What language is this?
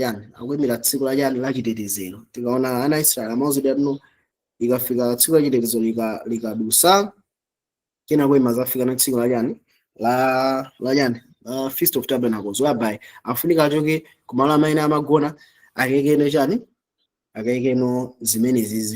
Nyanja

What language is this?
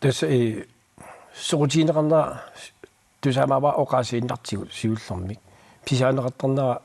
Kalaallisut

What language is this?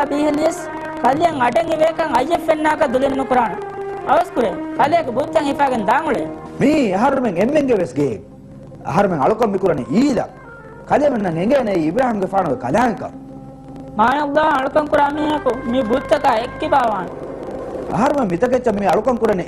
Divehi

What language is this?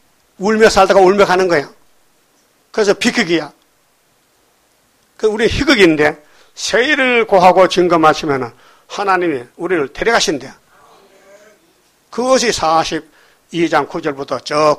Korean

